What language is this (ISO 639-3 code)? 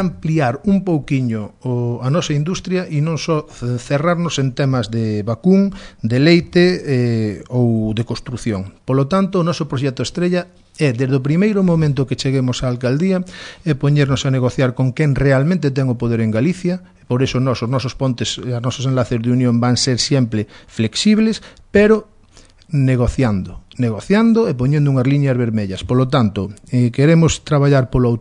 glg